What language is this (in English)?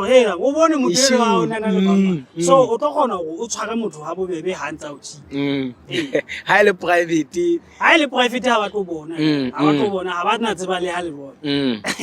Southern Sotho